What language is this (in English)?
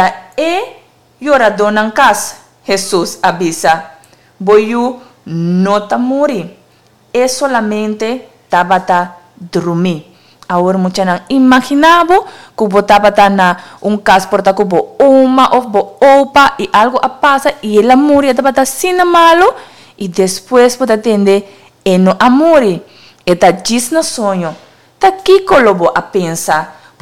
Papiamento